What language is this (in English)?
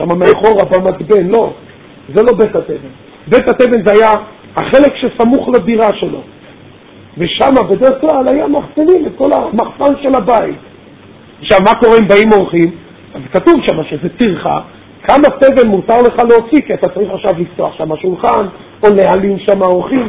Hebrew